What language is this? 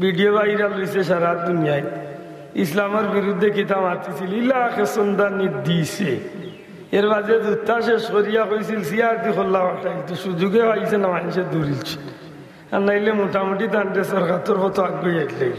Sylheti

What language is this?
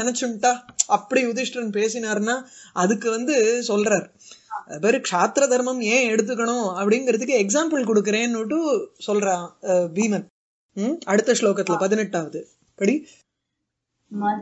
Tamil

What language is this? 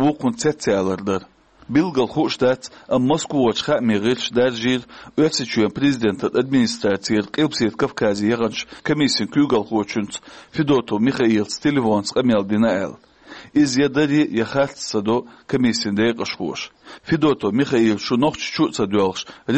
Chechen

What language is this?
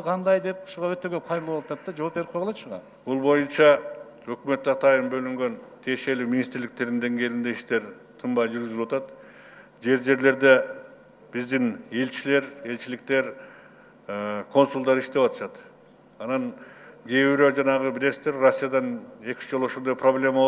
Kyrgyz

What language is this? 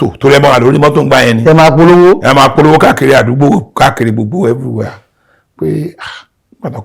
Yoruba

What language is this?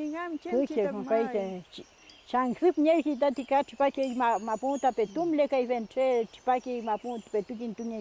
Mapuche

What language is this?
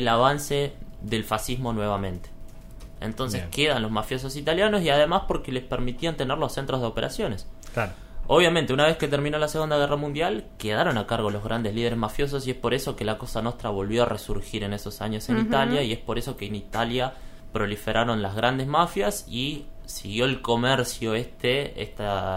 Spanish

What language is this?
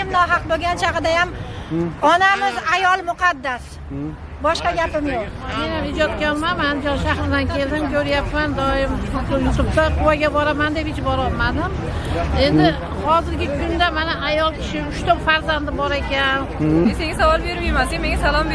Uzbek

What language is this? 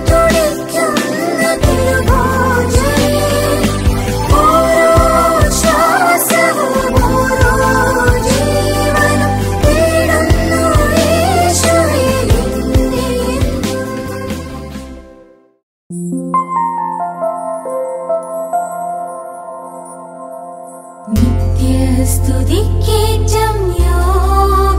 Malayalam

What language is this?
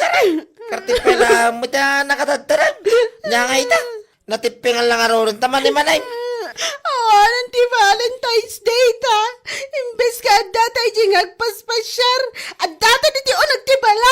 Iloko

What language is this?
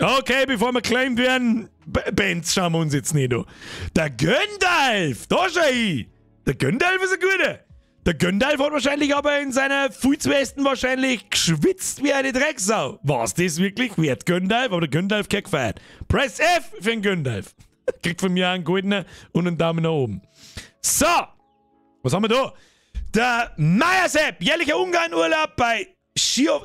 Bavarian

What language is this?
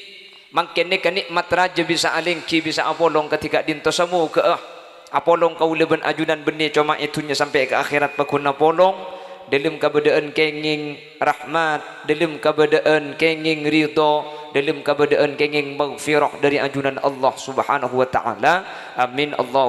Madurese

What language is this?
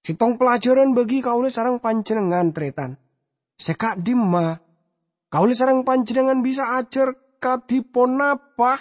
Madurese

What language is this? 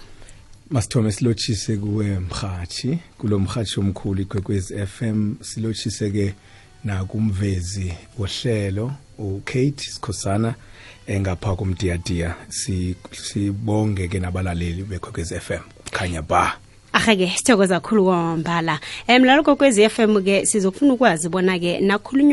South Ndebele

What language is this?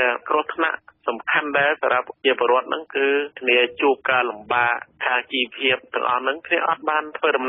Khmer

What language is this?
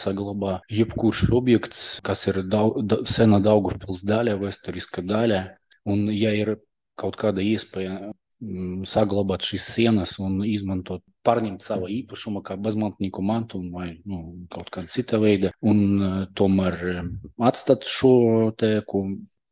Latvian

